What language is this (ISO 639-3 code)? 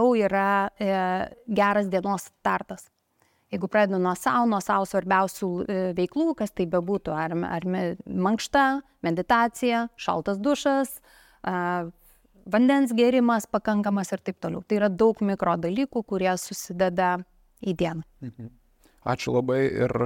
lit